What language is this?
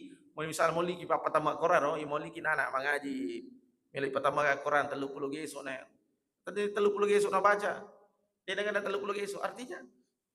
Buginese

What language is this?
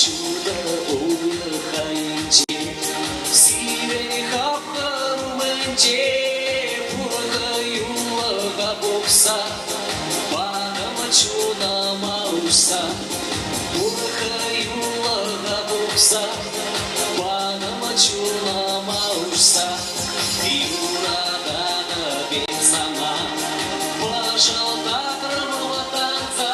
Chuvash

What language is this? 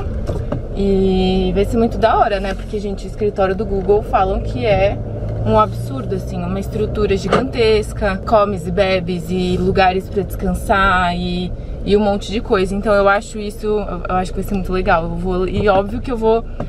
Portuguese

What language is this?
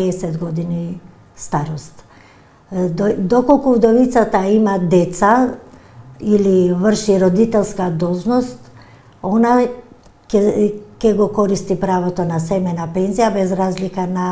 Macedonian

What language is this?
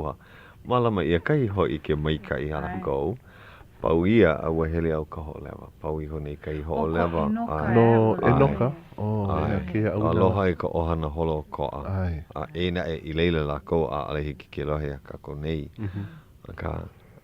Hawaiian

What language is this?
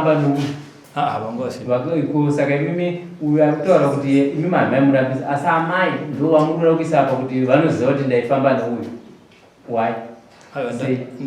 Shona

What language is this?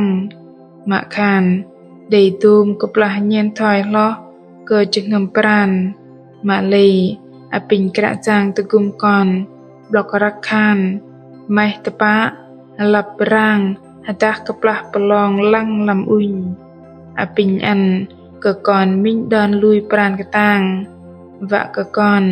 Bahnar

